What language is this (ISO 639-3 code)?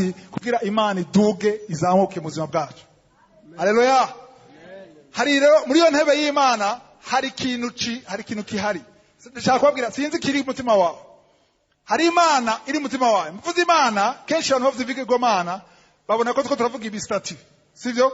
run